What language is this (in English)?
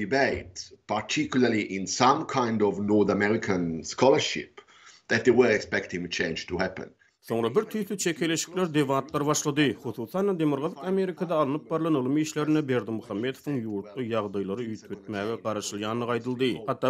Turkmen